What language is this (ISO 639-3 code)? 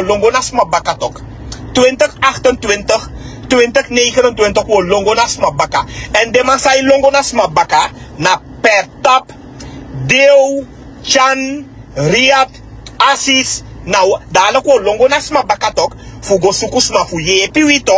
srn